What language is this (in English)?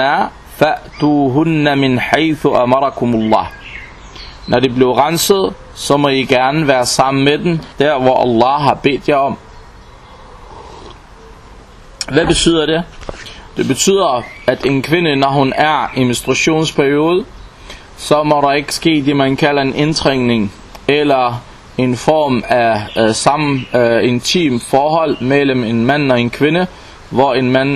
Danish